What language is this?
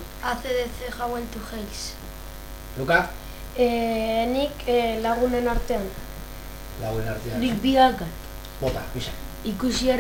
Basque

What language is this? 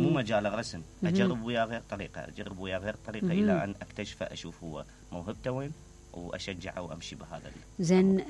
Mesopotamian Arabic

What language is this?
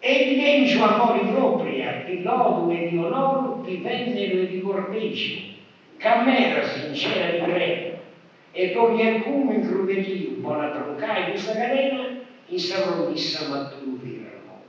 Sardinian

